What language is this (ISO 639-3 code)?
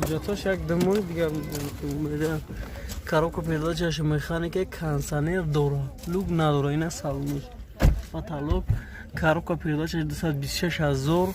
tgk